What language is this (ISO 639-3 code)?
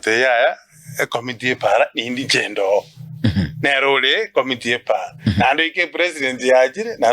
guz